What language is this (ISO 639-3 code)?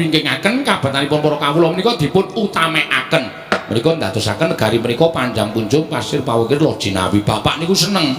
jav